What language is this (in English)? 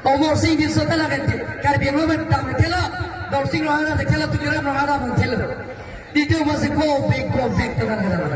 Karbi